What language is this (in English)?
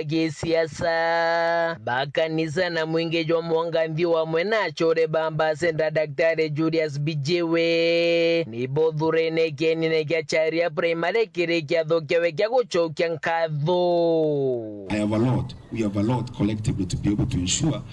Meru